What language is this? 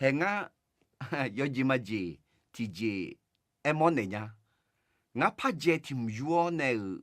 Akha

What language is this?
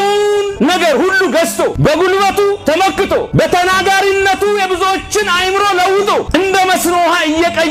Amharic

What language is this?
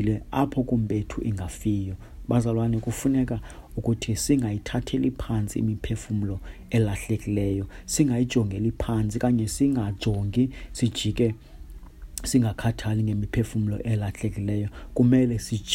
Xhosa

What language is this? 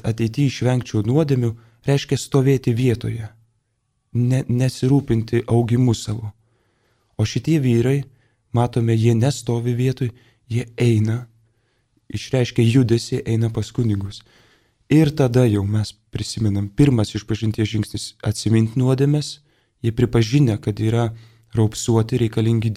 Lithuanian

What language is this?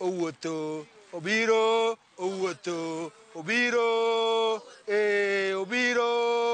Luo (Kenya and Tanzania)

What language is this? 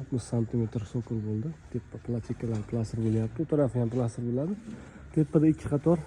Uzbek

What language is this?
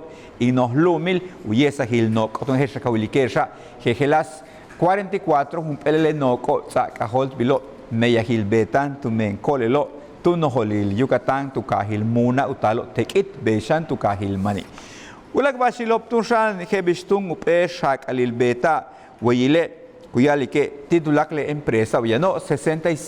Yucateco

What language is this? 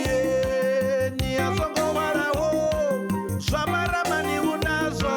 Venda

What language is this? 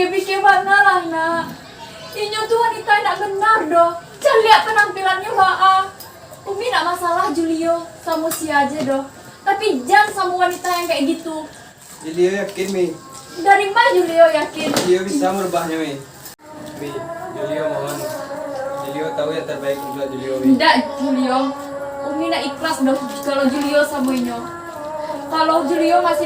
Minangkabau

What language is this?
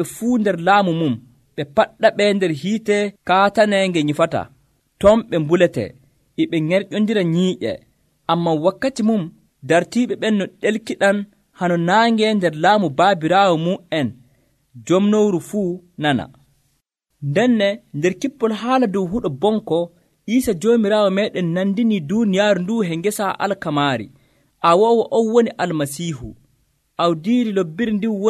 Nigerian Fulfulde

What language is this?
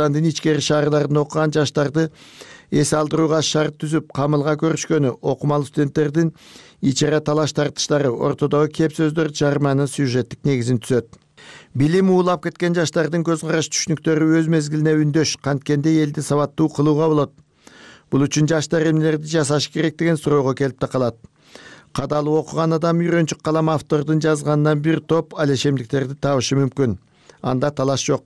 Kyrgyz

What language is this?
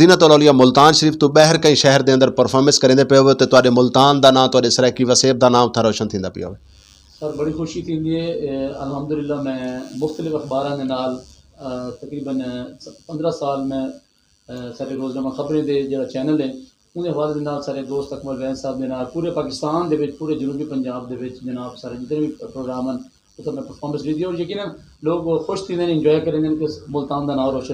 Saraiki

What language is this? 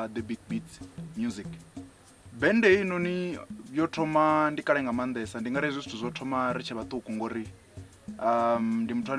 Venda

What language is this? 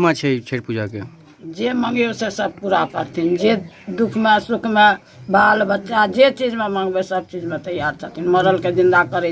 Maithili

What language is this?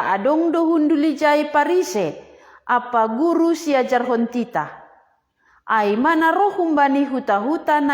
Batak Simalungun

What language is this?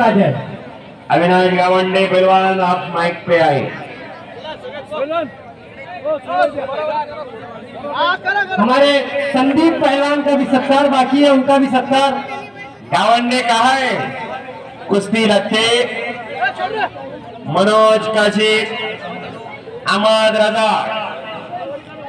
Marathi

